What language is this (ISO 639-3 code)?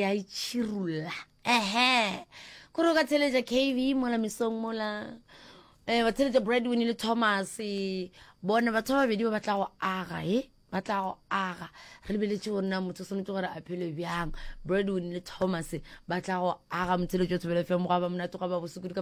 nso